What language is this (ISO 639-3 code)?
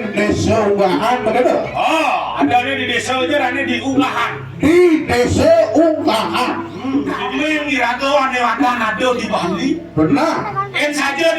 ban